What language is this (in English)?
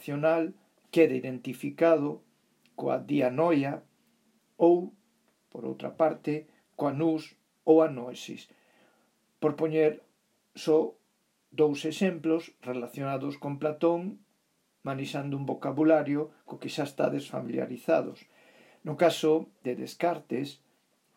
Galician